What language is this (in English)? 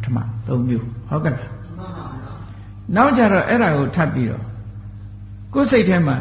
Burmese